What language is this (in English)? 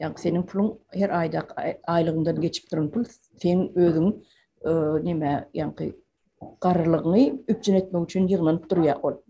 Turkmen